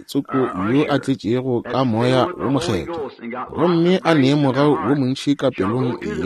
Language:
Northern Sotho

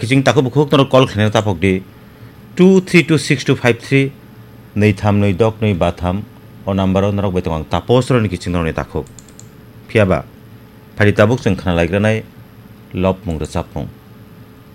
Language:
Kok Borok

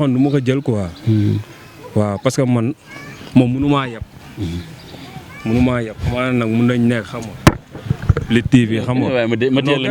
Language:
Wolof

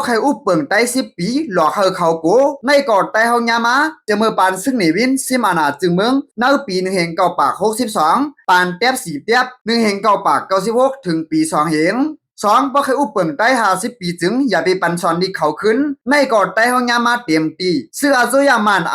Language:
Shan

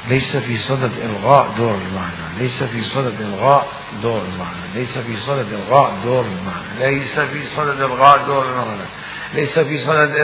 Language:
Mesopotamian Arabic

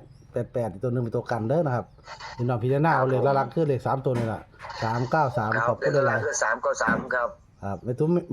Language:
Northeastern Thai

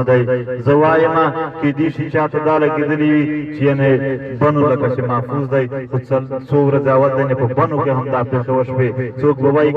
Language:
Pashto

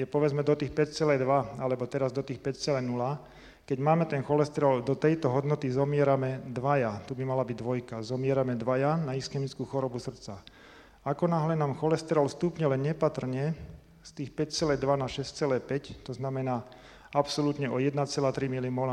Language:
Slovak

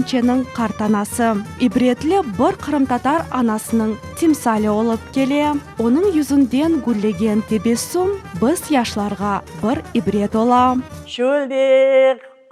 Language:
Crimean Tatar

